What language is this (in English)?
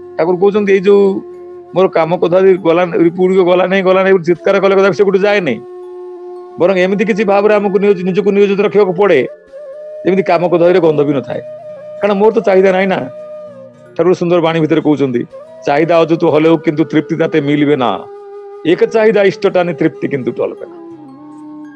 Odia